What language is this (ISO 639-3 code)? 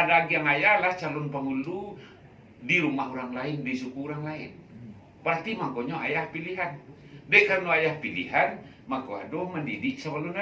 min